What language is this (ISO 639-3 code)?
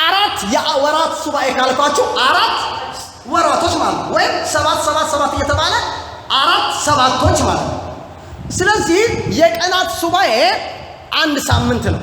amh